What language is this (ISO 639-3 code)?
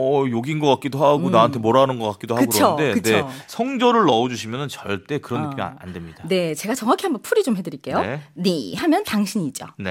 kor